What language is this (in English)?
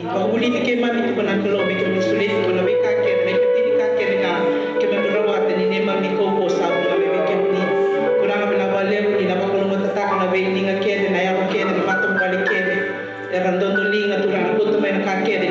Fijian